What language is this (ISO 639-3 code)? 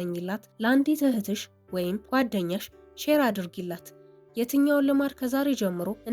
amh